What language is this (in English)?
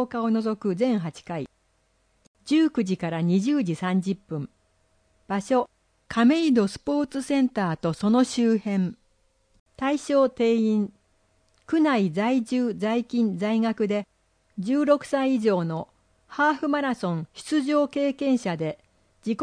Japanese